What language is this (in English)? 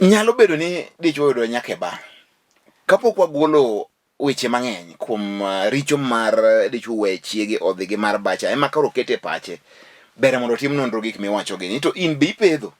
Luo (Kenya and Tanzania)